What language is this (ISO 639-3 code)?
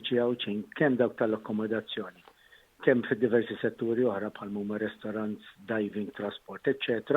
mlt